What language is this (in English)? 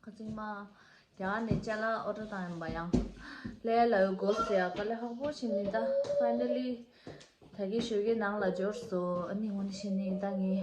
Tibetan